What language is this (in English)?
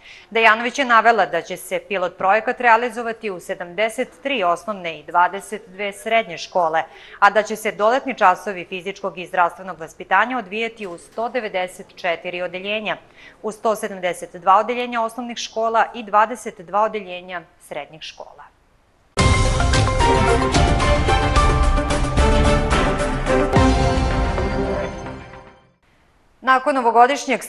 Serbian